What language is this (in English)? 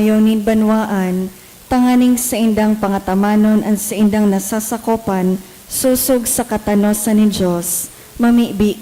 Bikol